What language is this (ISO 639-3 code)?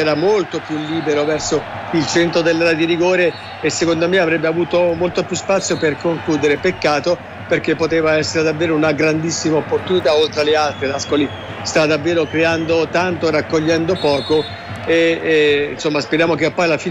ita